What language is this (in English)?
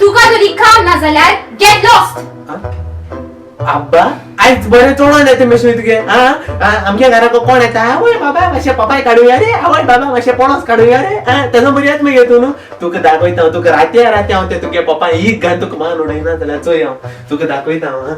Konkani